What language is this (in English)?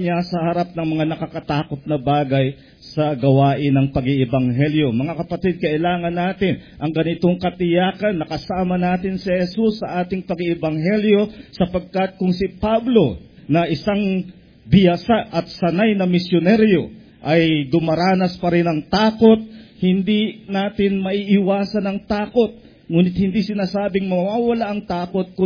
Filipino